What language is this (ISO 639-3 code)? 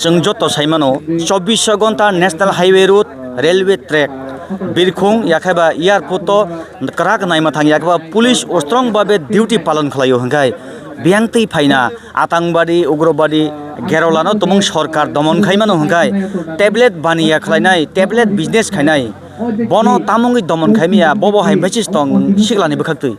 trp